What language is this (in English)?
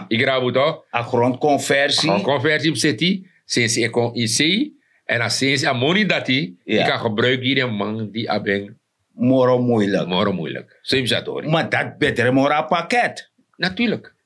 Sranan Tongo